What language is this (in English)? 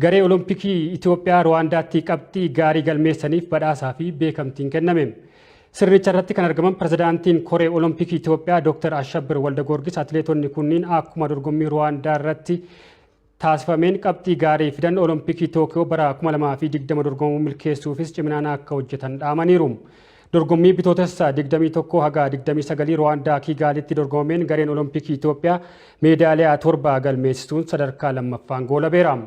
Oromo